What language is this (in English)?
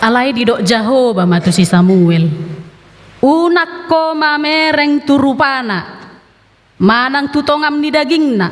Batak Toba